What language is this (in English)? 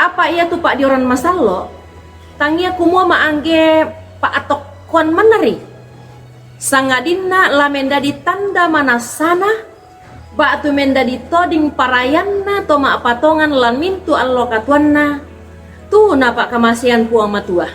Toraja-Sa'dan